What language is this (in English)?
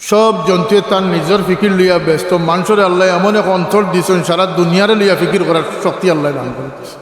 Sylheti